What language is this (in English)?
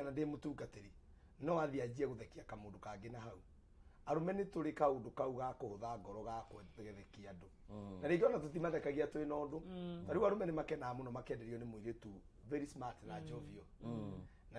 Kikuyu